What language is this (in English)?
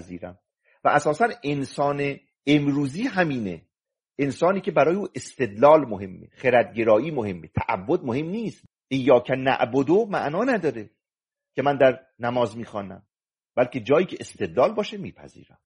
Persian